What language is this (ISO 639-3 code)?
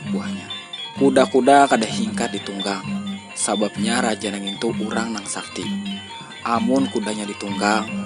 bjn